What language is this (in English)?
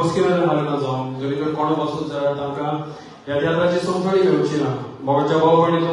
Konkani